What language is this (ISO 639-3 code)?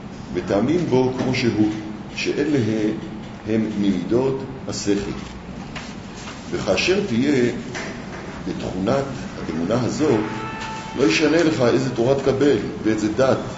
heb